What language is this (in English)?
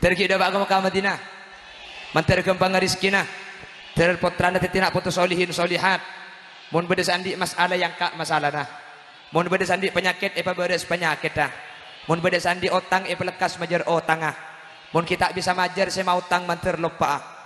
Madurese